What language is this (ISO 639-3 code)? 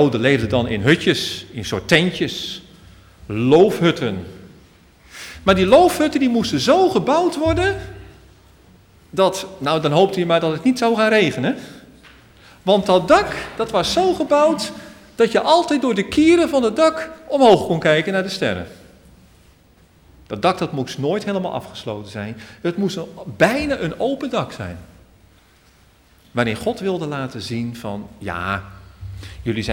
nld